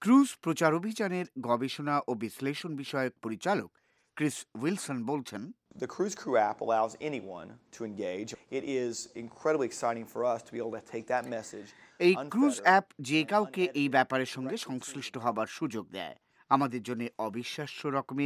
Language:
Bangla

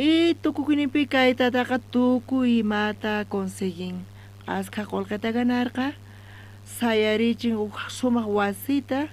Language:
South Bolivian Quechua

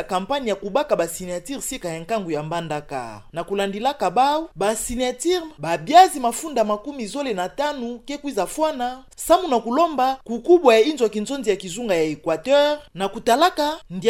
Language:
Kituba (Democratic Republic of Congo)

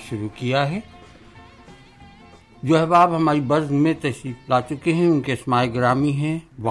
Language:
Urdu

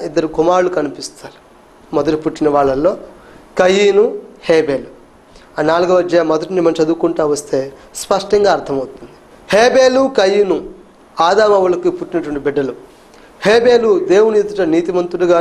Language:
Telugu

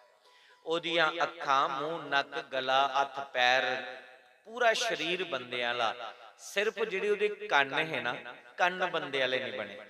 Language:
Dogri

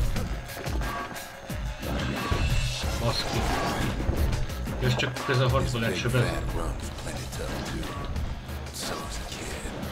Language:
Hungarian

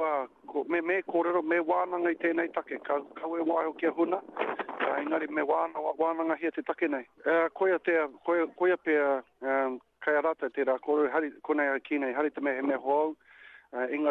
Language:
Māori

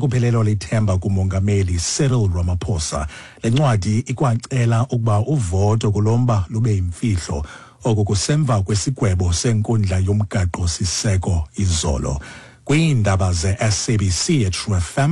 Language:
Xhosa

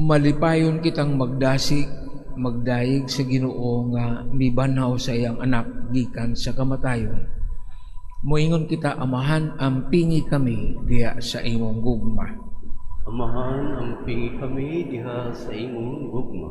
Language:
Cebuano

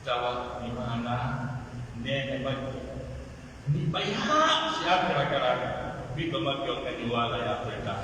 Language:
Pular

